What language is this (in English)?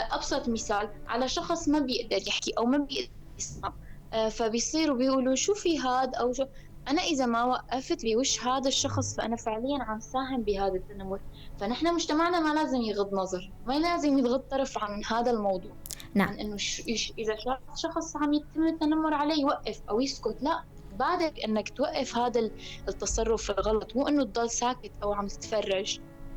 North Levantine Arabic